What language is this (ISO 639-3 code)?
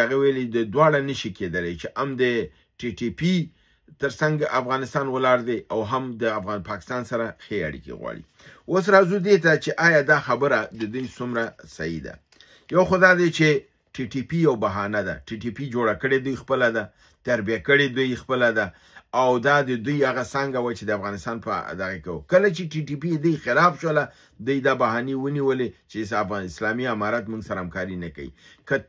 pus